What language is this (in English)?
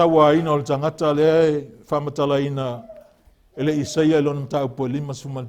Samoan